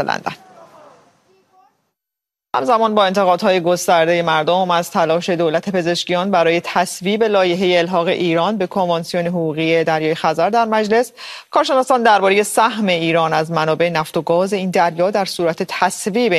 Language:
Persian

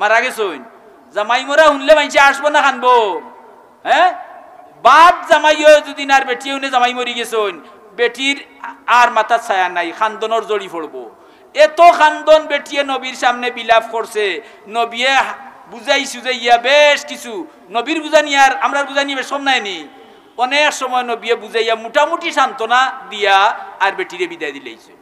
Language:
Sylheti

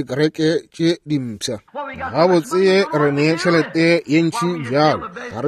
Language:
Northern Sotho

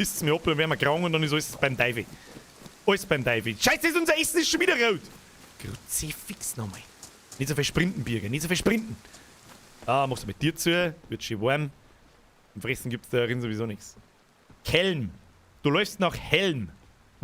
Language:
Bavarian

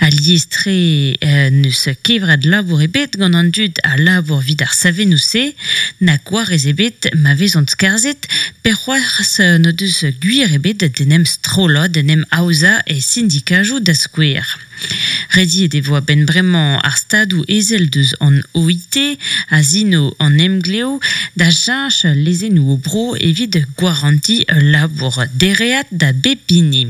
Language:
Breton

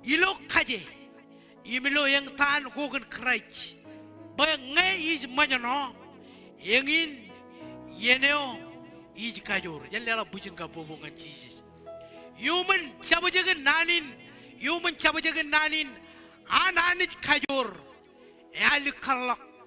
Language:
Marshallese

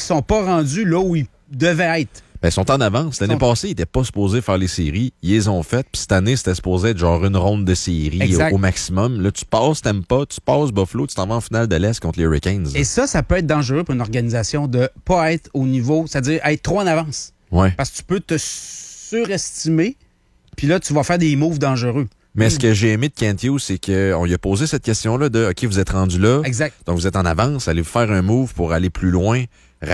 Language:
French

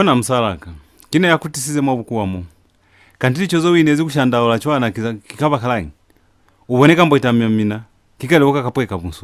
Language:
Lozi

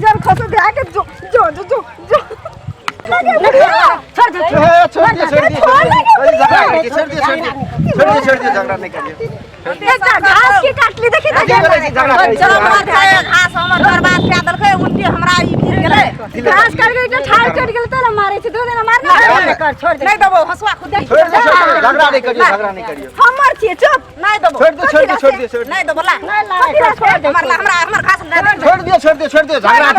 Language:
Maithili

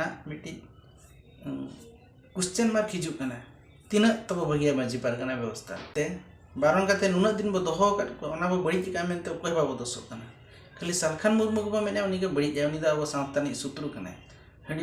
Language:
Santali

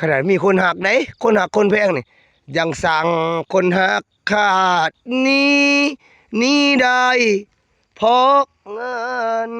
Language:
Northeastern Thai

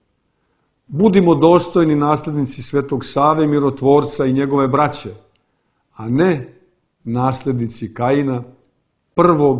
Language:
Serbian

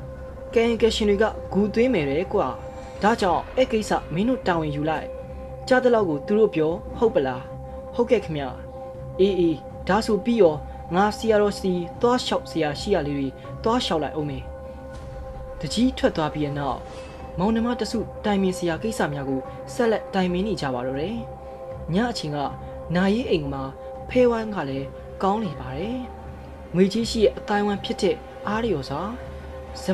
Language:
Burmese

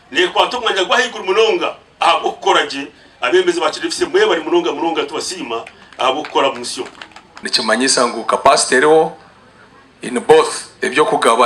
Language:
Nyankole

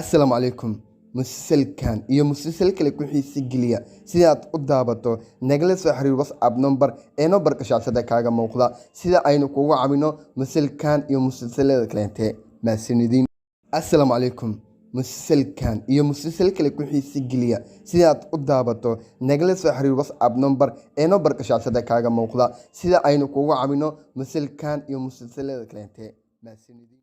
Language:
Somali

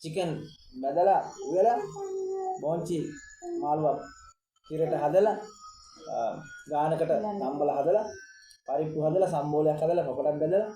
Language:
Sinhala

